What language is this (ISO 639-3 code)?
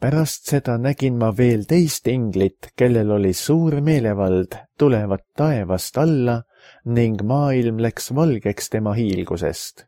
est